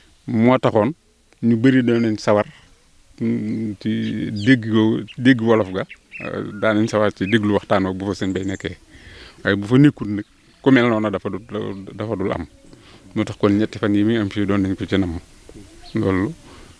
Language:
Wolof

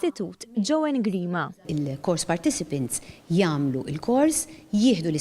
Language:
Maltese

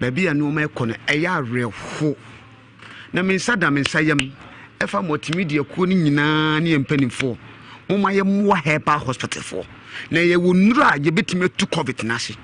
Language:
Akan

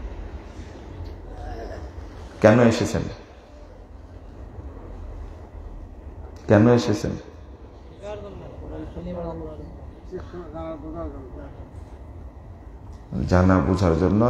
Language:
Bangla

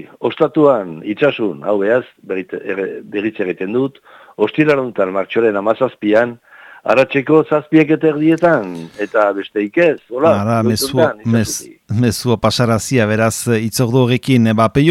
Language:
Basque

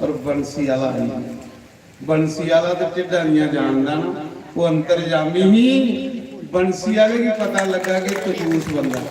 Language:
Dogri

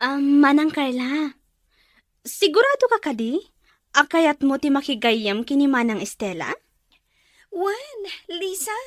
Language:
Iloko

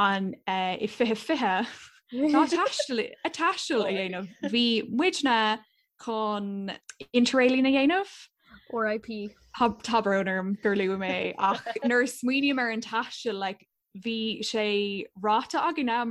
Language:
Irish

